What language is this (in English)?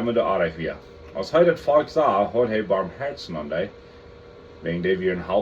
Plautdietsch